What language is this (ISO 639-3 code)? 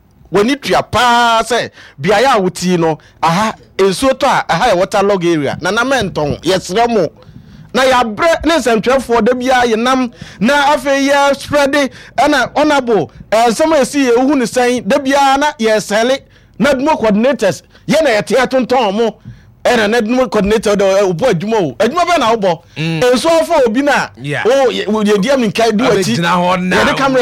aka